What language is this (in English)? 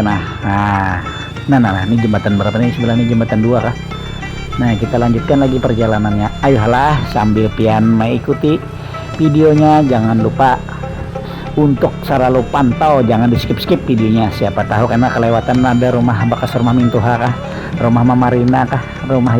Banjar